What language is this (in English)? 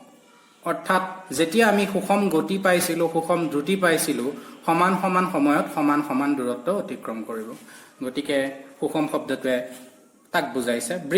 Assamese